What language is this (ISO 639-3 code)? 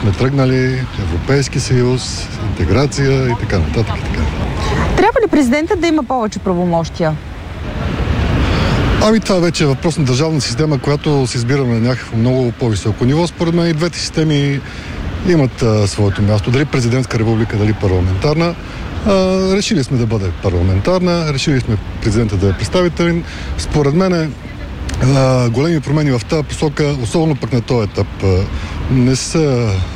bul